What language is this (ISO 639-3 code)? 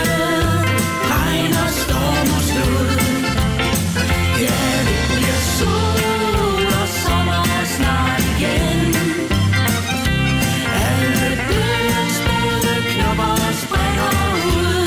dan